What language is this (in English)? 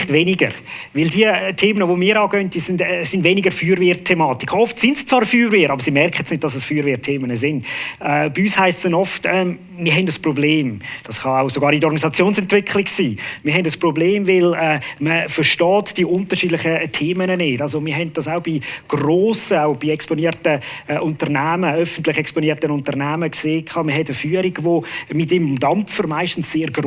Swiss German